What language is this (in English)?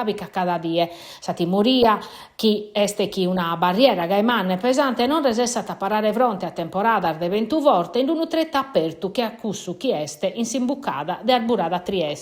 Sardinian